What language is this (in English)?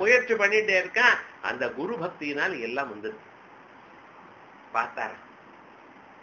Tamil